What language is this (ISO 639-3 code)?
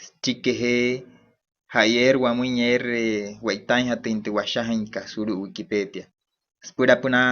guc